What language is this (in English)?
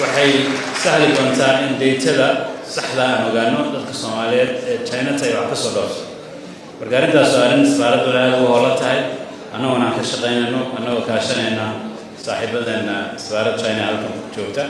Somali